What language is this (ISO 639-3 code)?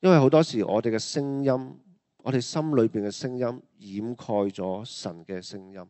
yue